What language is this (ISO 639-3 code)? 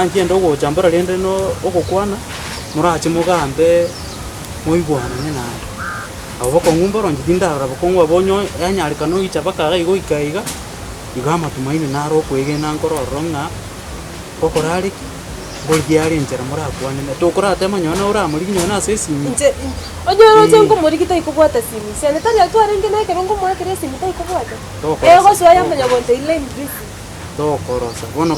guz